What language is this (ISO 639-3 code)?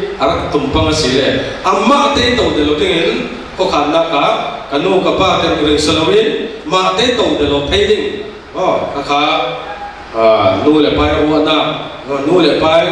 cfm